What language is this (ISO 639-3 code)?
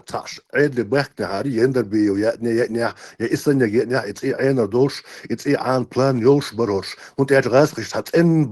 che